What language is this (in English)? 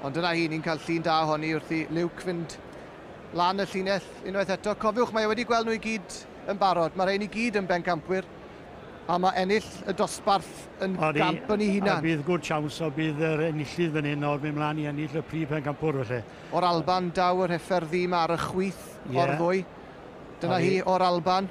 Welsh